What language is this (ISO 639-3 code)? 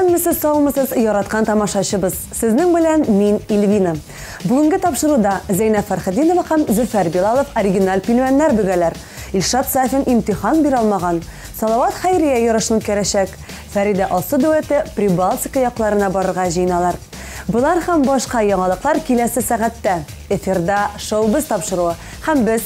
tat